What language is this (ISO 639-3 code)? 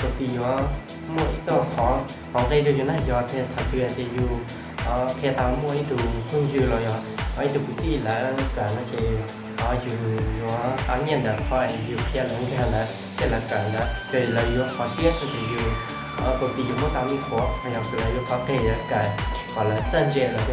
hmn